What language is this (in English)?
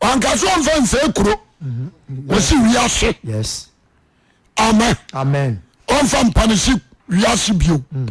Akan